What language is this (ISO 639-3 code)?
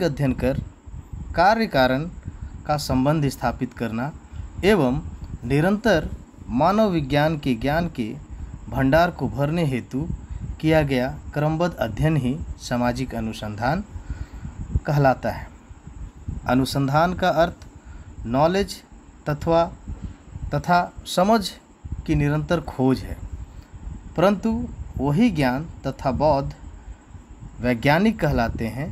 hin